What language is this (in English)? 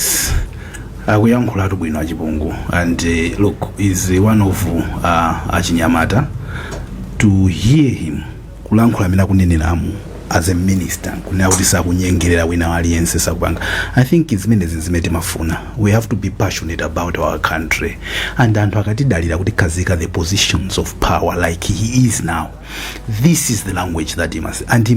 Nyanja